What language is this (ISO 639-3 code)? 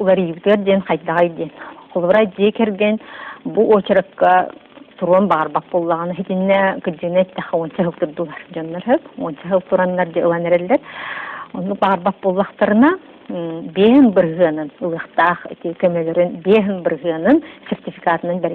sah